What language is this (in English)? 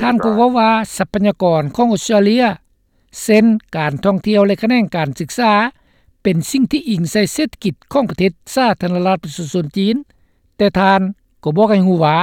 Lao